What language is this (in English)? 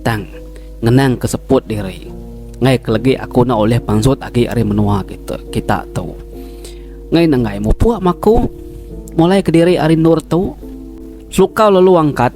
Iban